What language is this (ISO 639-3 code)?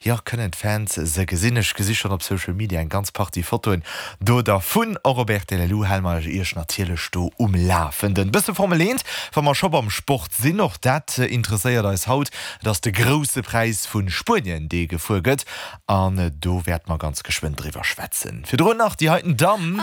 ltz